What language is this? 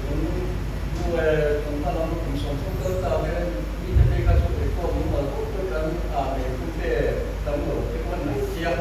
Mizo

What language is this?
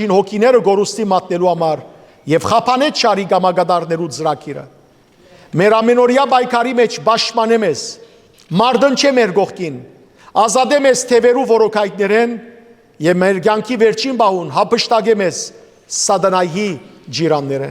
Western Armenian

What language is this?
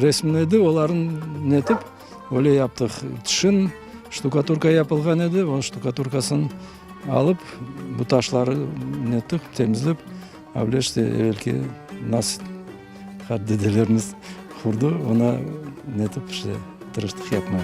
Crimean Tatar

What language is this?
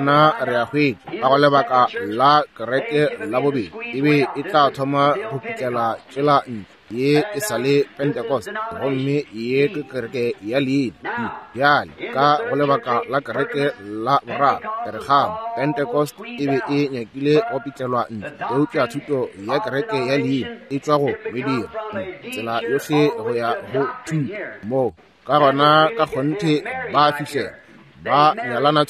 Northern Sotho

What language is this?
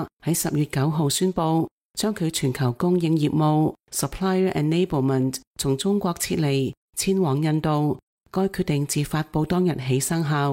Cantonese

